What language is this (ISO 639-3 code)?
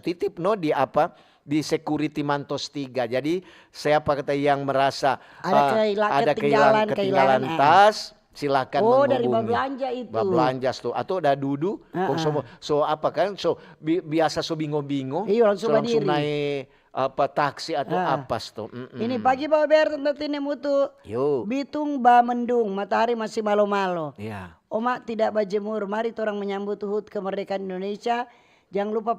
xmm